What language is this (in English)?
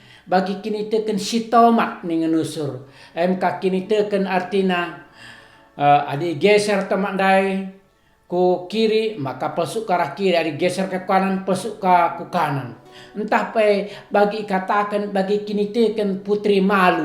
Batak Karo